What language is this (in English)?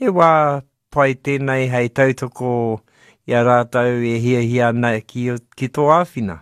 Māori